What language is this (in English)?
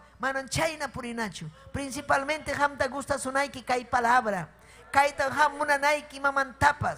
Ayacucho Quechua